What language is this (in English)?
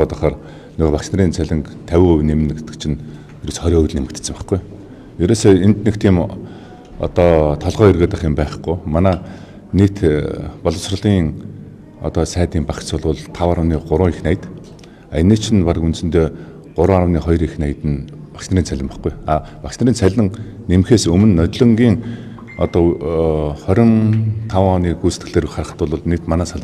Mongolian